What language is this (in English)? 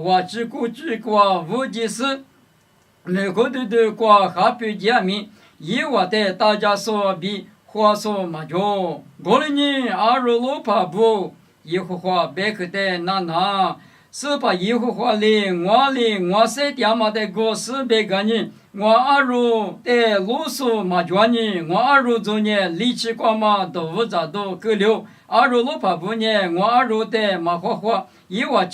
Lisu